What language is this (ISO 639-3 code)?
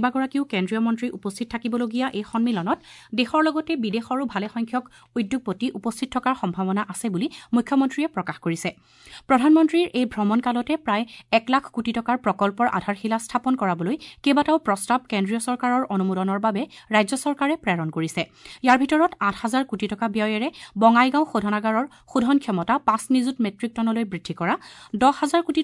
asm